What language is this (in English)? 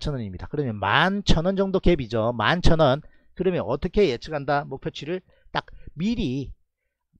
Korean